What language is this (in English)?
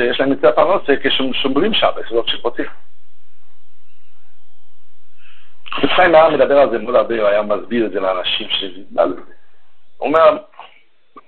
Hebrew